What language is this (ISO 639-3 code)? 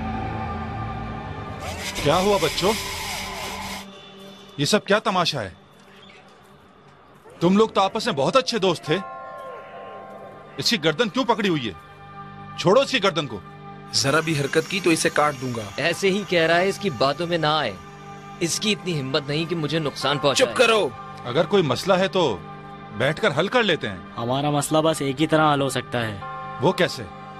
hin